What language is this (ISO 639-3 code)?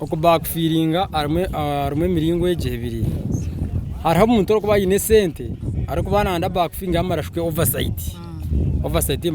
nyn